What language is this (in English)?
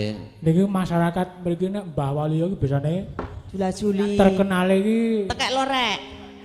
Javanese